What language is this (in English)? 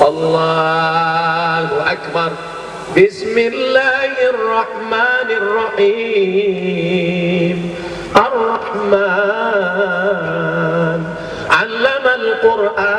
Minangkabau